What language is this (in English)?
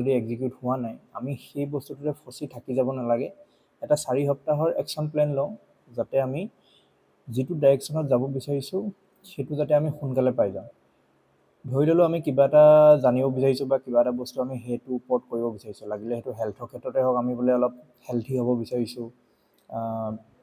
Assamese